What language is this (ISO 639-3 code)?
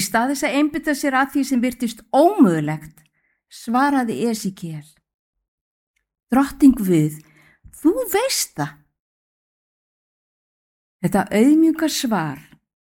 isl